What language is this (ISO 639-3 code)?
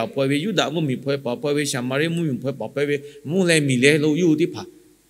lhu